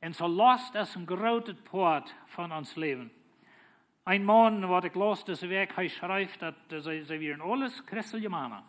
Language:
Plautdietsch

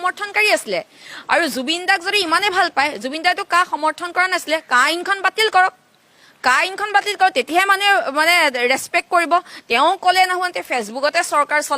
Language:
Assamese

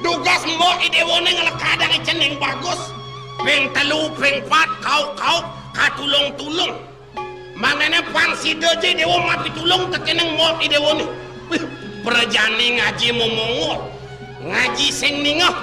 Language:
Balinese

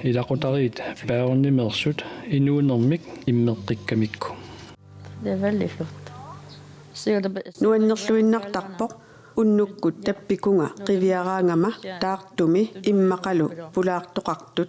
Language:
Kalaallisut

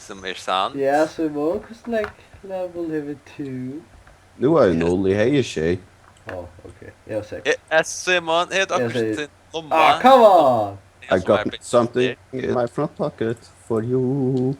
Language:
Faroese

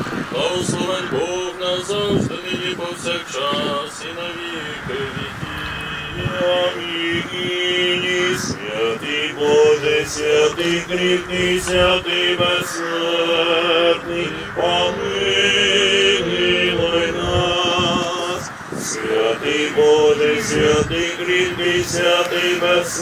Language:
Ukrainian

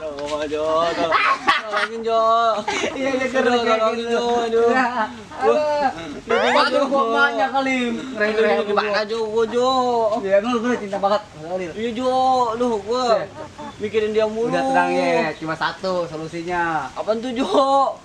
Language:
Betawi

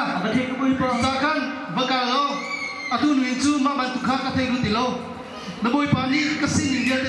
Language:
Hakha Chin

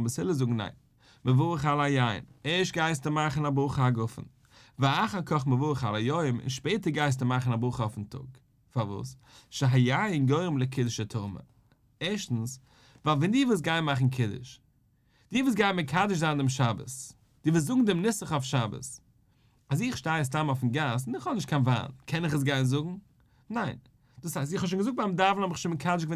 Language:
Yiddish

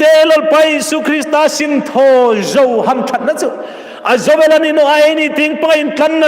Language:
Hmar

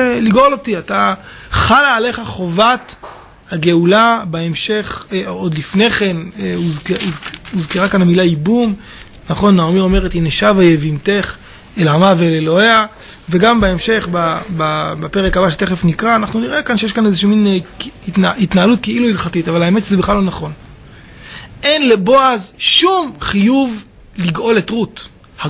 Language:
Hebrew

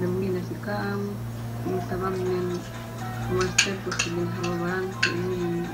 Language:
Yakan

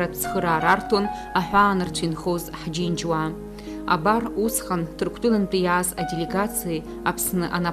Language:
Abkhazian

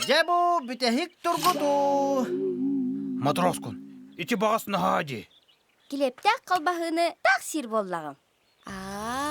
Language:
Yakut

